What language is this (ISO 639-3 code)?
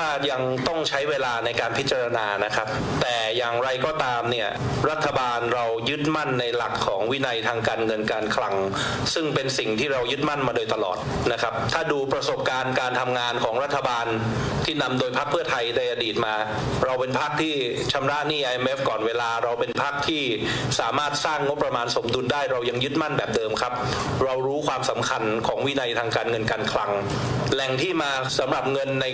tha